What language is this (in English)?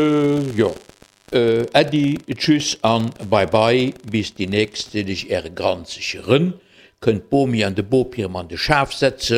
Luxembourgish